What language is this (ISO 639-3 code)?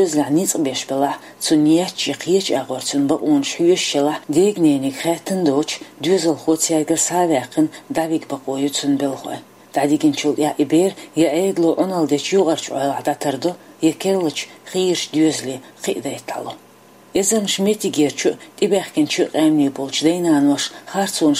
che